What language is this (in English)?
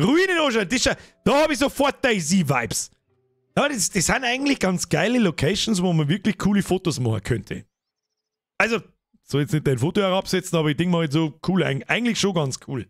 Bavarian